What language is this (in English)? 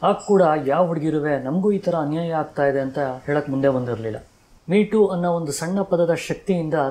Kannada